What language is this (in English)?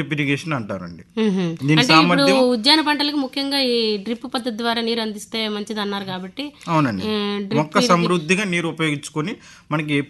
Telugu